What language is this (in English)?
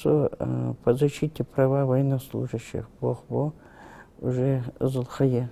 Ingush